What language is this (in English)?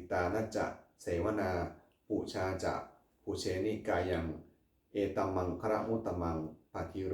Pali